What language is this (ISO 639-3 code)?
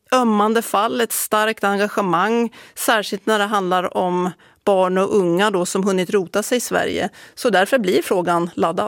swe